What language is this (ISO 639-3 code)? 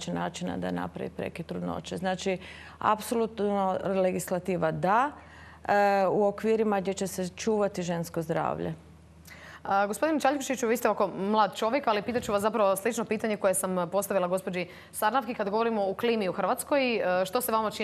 hrv